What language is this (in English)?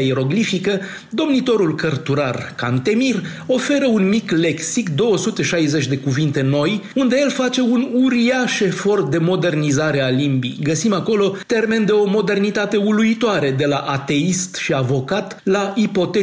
Romanian